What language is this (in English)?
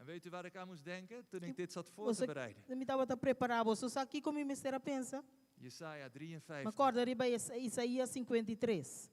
Papiamento